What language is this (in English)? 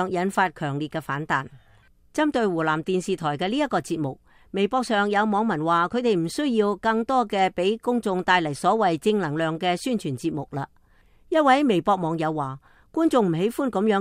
Cantonese